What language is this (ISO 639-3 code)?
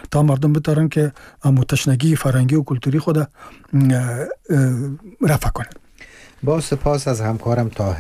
fas